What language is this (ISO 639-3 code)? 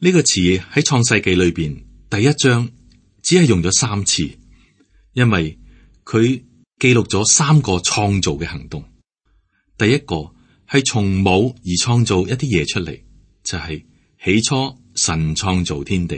yue